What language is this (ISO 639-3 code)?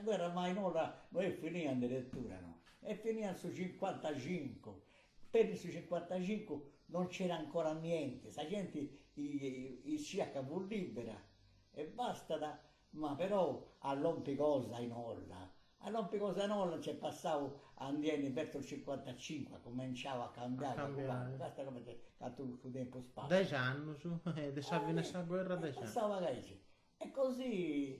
srd